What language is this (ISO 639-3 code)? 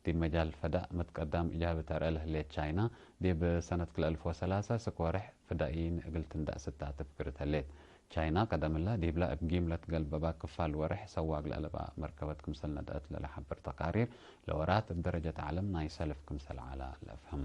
tig